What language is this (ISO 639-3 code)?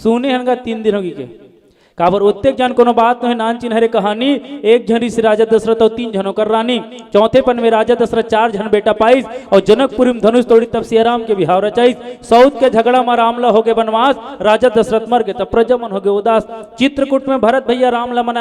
hne